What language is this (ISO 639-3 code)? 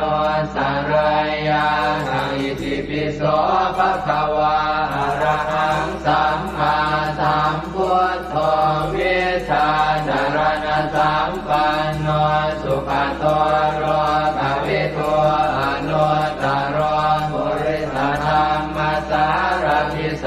pli